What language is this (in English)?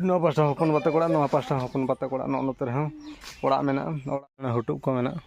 Santali